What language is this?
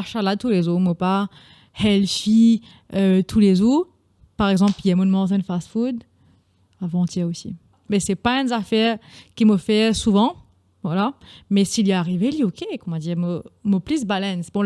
Morisyen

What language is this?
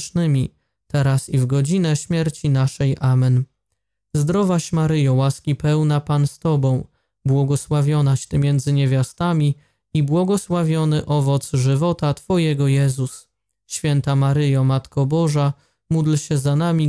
Polish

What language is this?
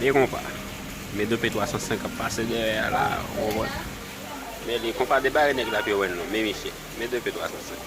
Haitian Creole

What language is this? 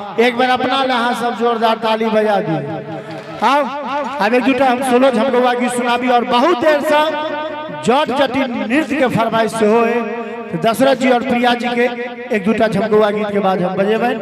Maithili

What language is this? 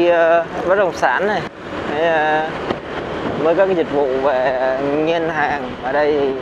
Vietnamese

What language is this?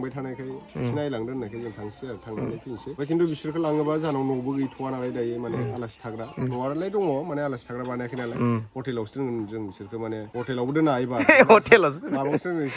Bodo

